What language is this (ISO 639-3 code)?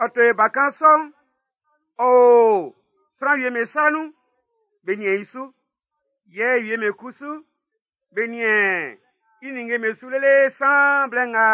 bci